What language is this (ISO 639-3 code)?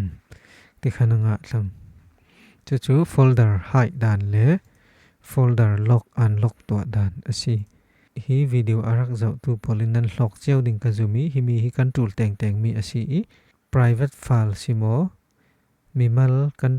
cfm